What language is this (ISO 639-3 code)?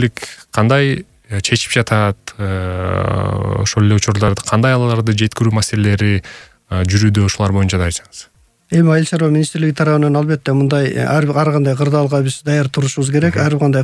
kir